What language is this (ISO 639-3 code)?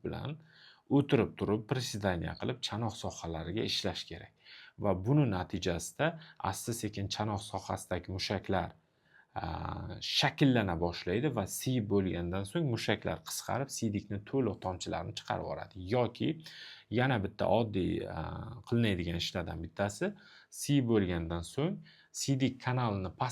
uzb